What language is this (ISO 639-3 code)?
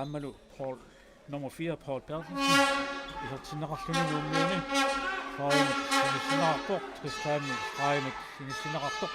kal